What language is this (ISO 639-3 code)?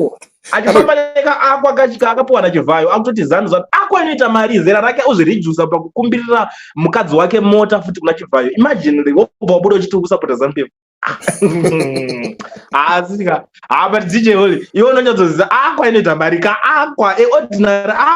sna